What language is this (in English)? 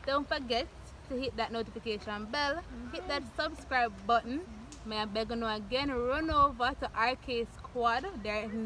Jamaican Creole English